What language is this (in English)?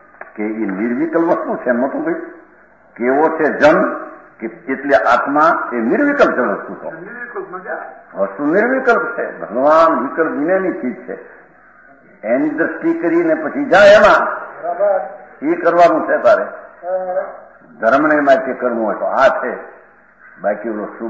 Gujarati